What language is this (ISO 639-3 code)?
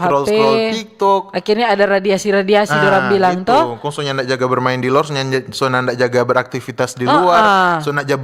xmm